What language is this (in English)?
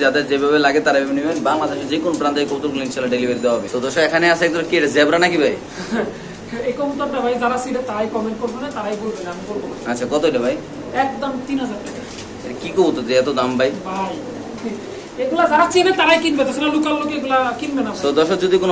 Bangla